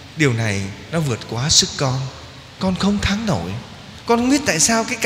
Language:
Vietnamese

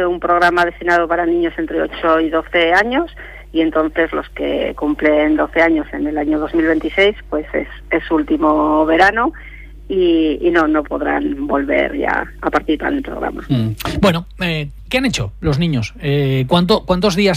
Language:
Spanish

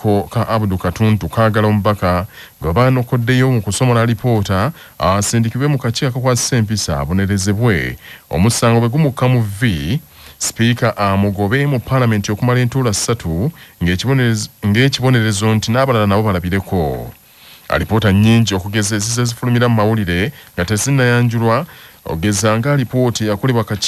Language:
Ganda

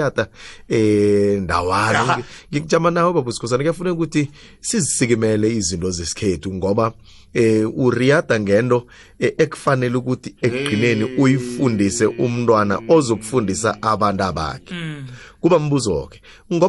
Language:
South Ndebele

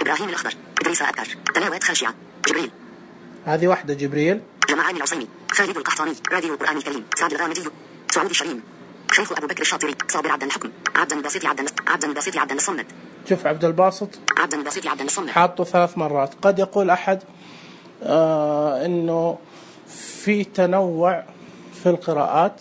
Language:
Najdi Arabic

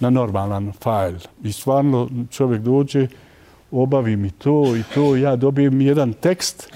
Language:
Bosnian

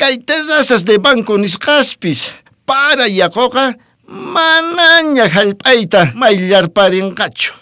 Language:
South Bolivian Quechua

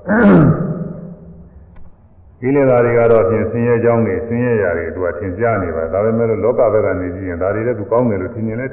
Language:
Burmese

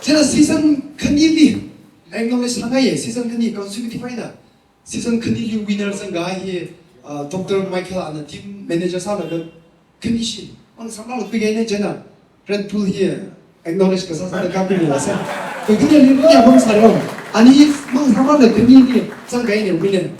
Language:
Tangkhul Naga (India)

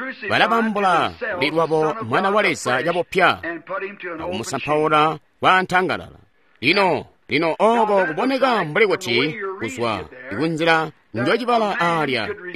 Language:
Tonga (Zambia)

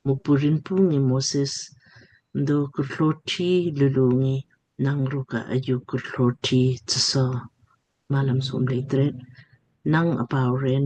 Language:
Lamkang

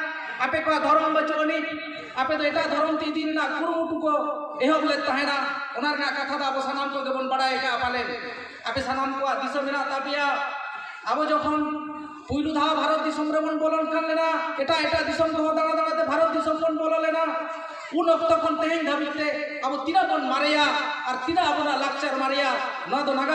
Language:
Santali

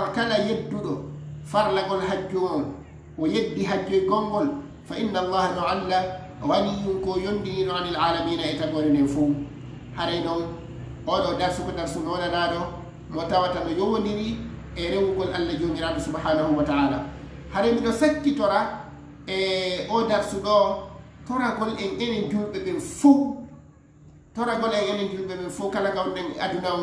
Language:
Fula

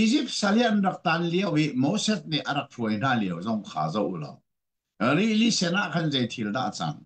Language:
Hakha Chin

